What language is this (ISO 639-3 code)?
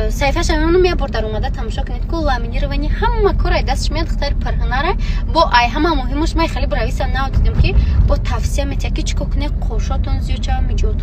tgk